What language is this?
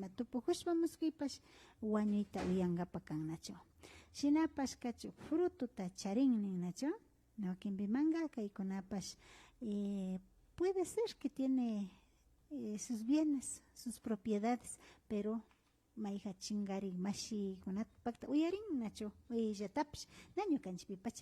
Imbabura Highland Quichua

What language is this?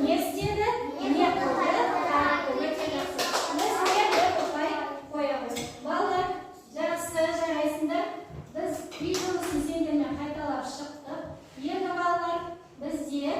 Kazakh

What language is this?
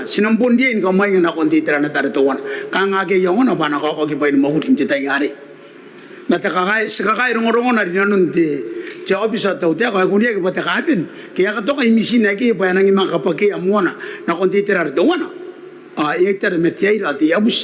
Gilbertese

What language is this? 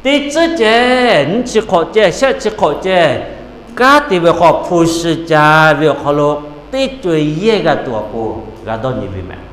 Lahu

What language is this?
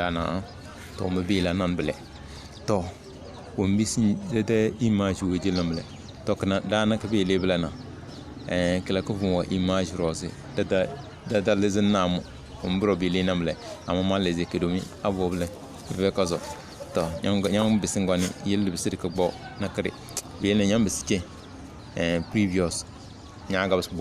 Tem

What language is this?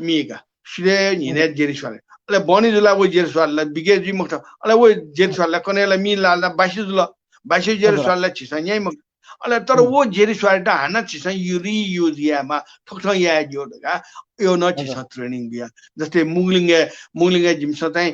Newari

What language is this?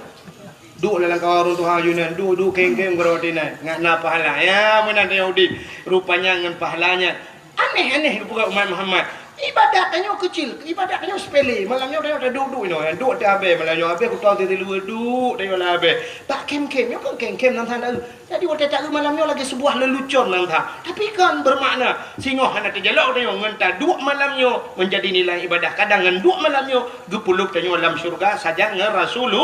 Achinese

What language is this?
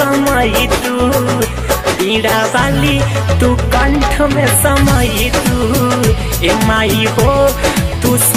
Bhojpuri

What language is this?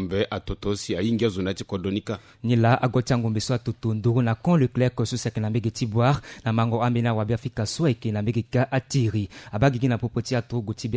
Sango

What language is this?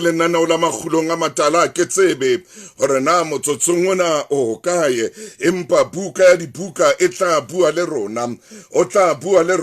Southern Sotho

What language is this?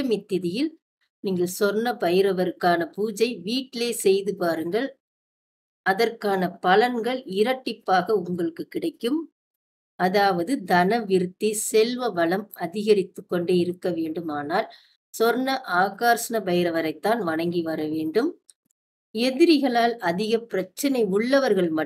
Tamil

